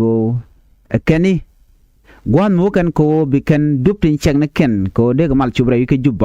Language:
Nuer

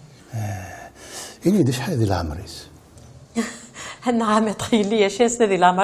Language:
Kabyle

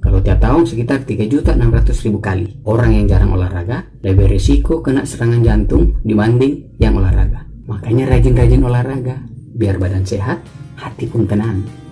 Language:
Manado Malay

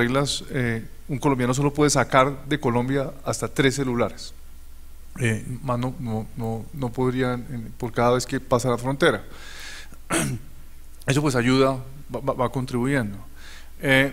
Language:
Spanish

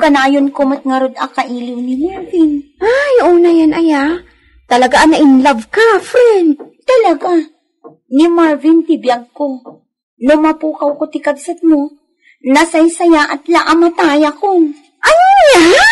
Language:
Iloko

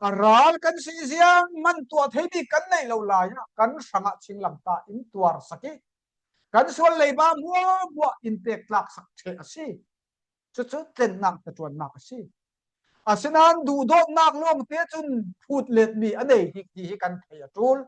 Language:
Falam Chin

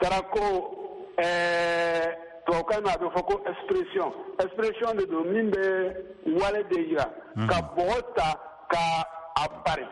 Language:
Bambara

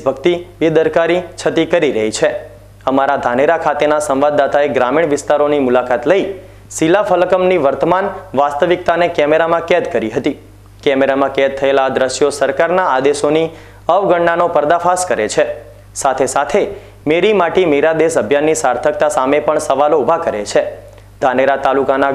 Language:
Gujarati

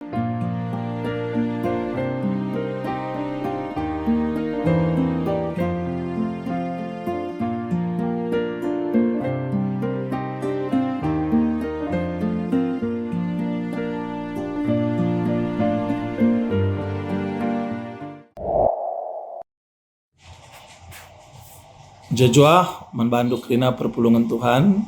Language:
Batak Karo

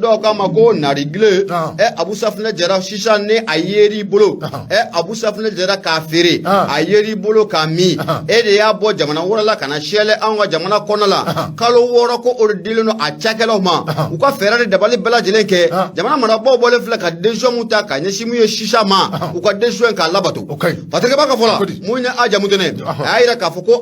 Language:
Bambara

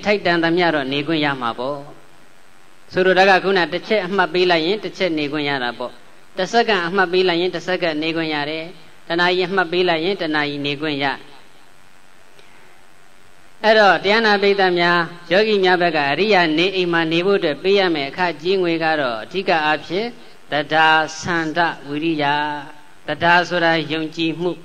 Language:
Burmese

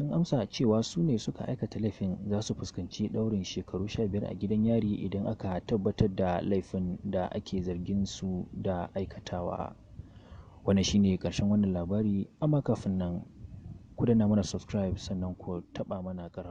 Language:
Hausa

